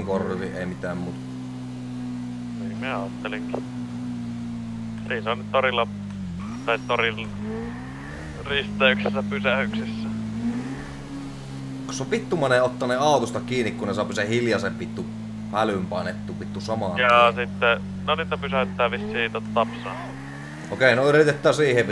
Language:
Finnish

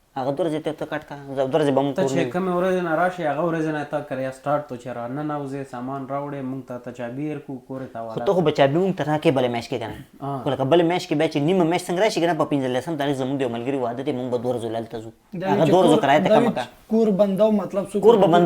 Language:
Pashto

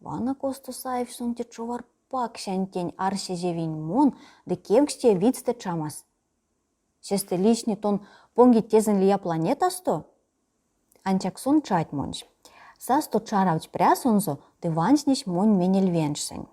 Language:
Erzya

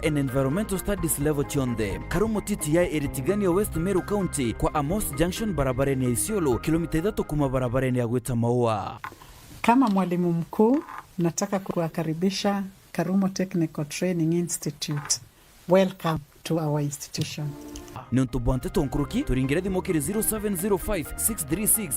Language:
Meru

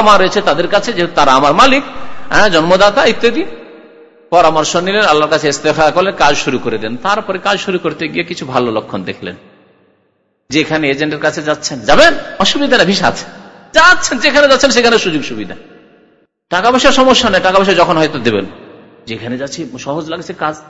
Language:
Bangla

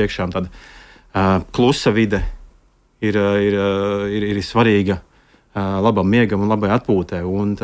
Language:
Latvian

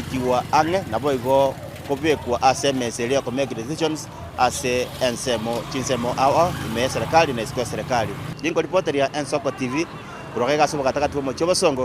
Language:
Gusii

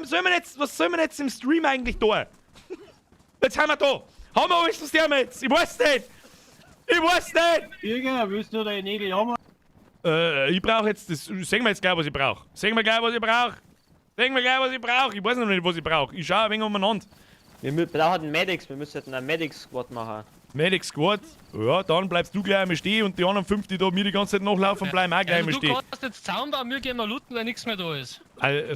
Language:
Bavarian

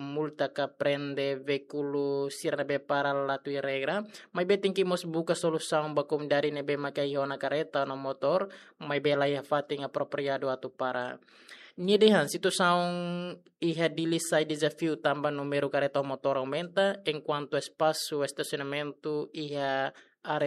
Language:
Tetum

